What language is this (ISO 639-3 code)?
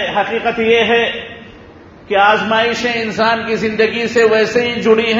urd